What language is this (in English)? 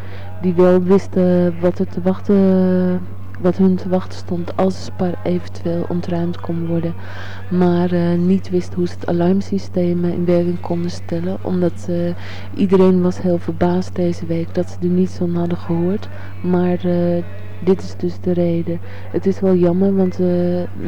Dutch